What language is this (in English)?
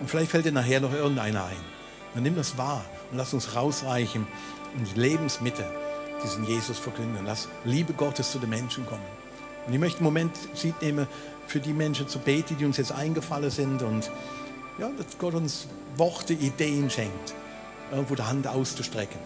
Swiss German